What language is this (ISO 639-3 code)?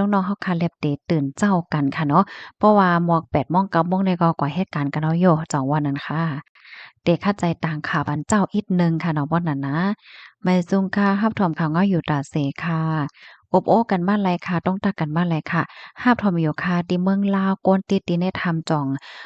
shn